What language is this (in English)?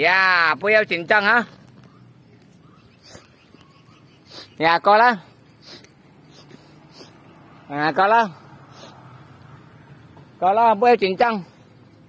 Vietnamese